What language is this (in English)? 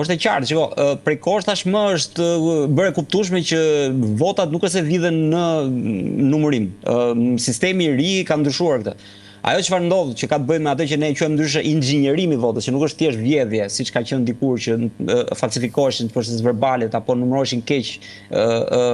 Albanian